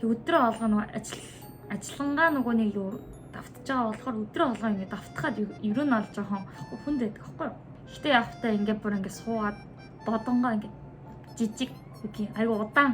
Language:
Mongolian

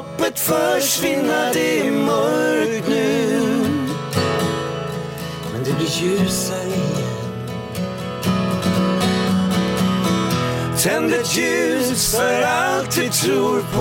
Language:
Swedish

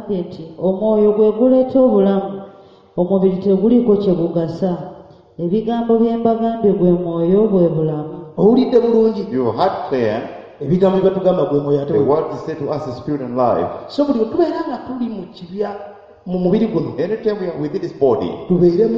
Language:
Ganda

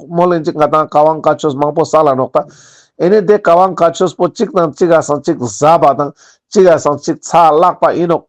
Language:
Ladakhi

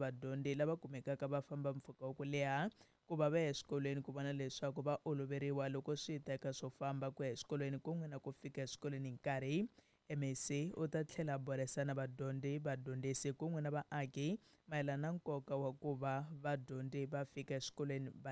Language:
Tsonga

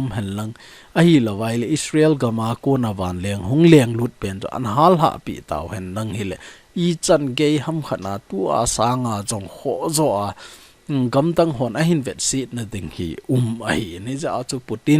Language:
Thado Chin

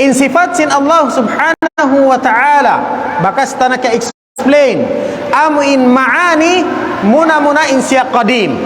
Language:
Tausug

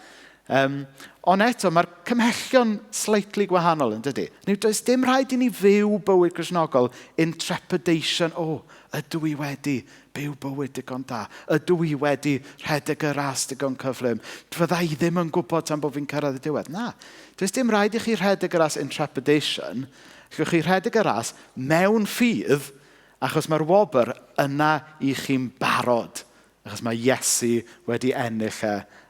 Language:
Welsh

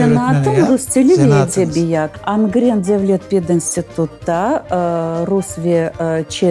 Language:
Crimean Tatar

